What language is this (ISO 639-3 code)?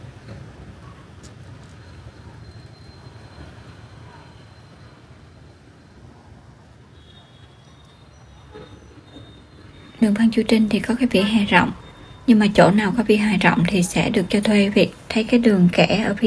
vie